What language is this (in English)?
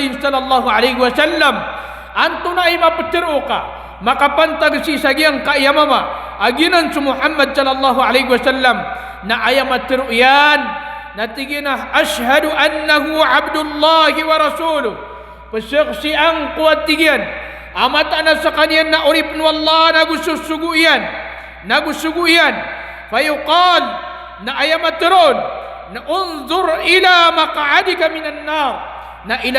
Maranao